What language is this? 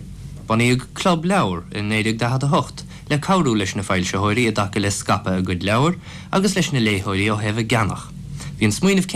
Irish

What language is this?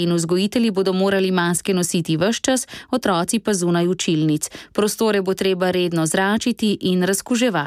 Slovenian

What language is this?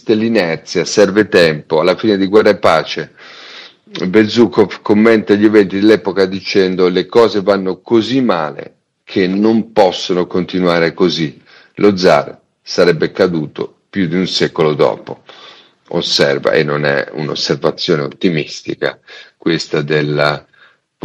Italian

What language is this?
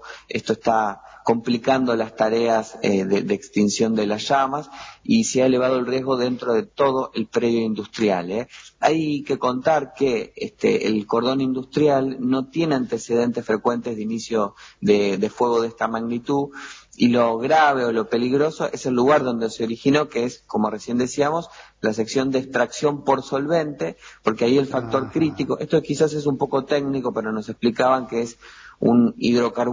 Spanish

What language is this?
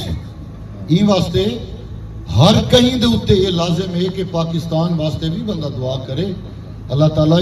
Saraiki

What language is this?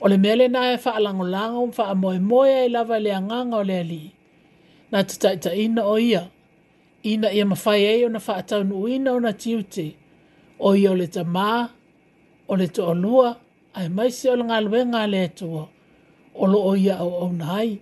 Samoan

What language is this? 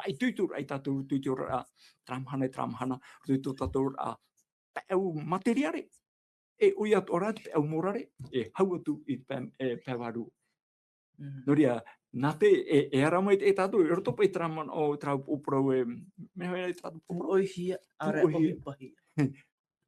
Tahitian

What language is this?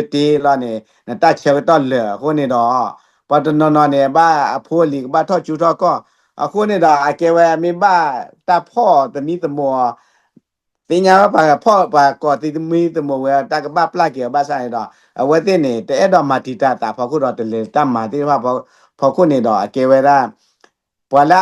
S'gaw Karen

